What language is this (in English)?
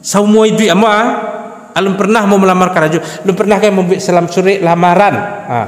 Minangkabau